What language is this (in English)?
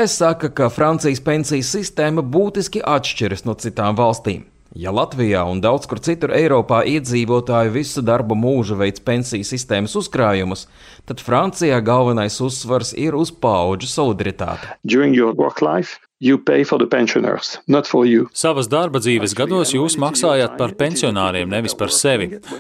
Latvian